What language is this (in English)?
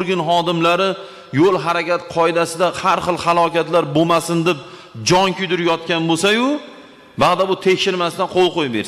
Uzbek